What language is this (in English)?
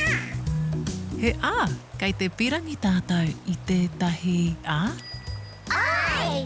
Māori